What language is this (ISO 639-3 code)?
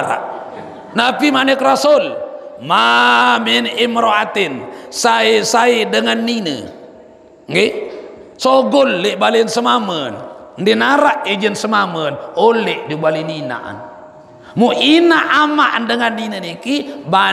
sas